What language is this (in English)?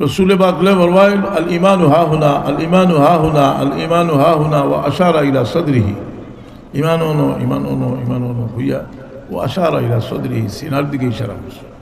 Sylheti